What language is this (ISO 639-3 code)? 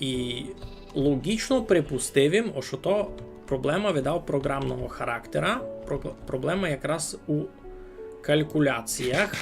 rue